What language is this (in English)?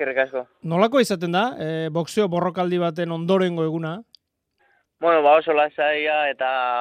Basque